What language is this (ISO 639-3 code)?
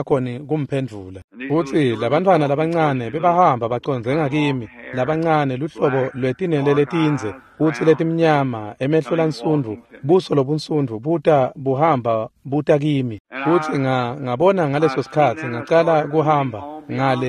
ssw